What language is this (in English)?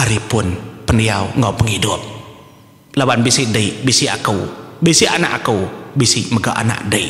Iban